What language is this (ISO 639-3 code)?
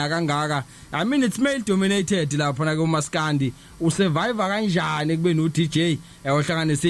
zul